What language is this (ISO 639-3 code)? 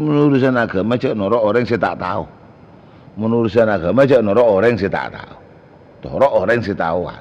mad